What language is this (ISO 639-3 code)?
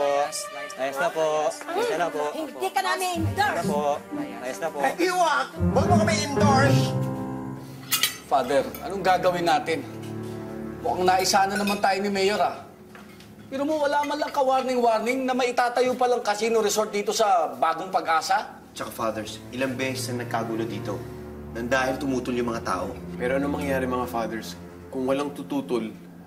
fil